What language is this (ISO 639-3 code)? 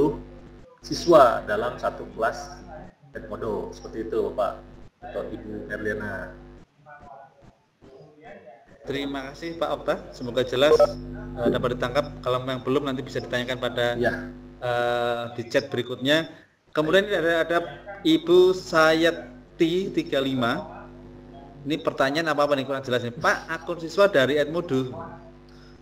ind